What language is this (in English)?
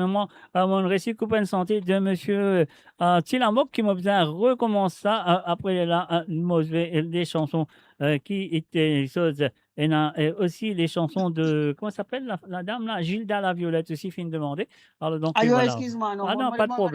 Morisyen